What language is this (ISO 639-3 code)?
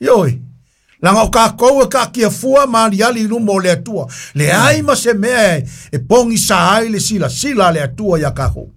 smo